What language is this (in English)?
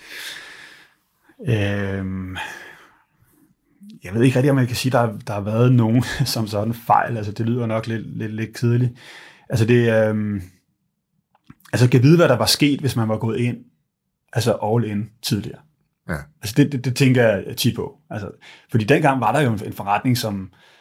Danish